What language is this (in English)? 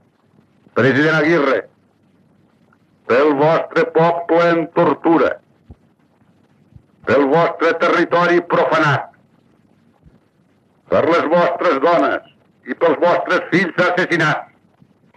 Catalan